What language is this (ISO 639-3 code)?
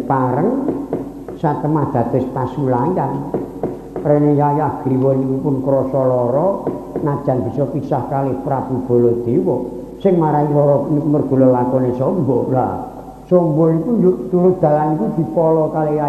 jav